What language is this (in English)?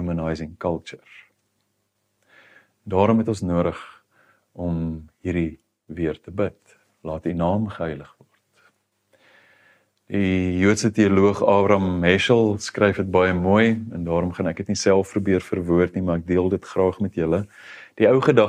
Afrikaans